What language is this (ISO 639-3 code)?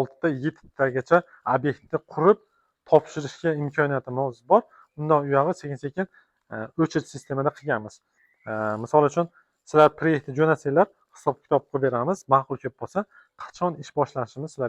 uzb